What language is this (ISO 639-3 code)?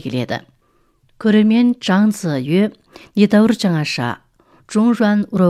kaz